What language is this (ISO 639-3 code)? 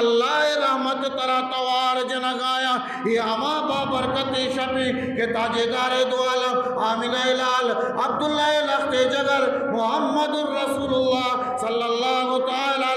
bgp